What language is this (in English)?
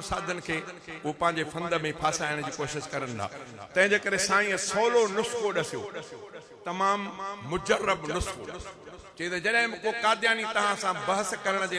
Sindhi